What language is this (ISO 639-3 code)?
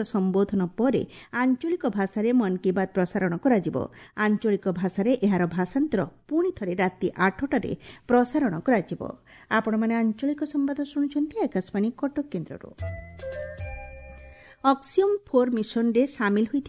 ori